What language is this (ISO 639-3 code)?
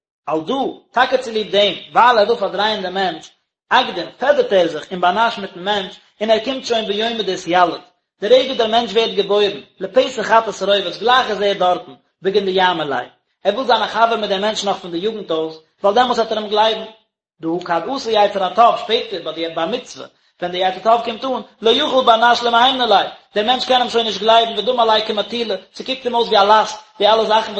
yid